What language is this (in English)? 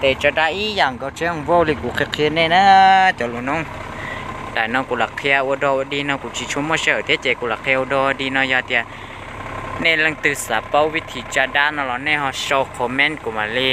Hmong